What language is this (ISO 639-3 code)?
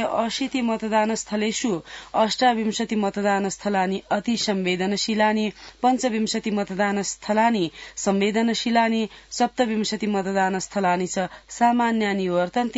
san